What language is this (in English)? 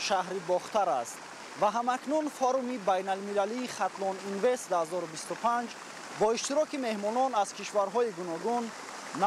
Tajik